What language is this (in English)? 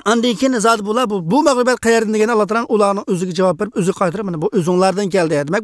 Uyghur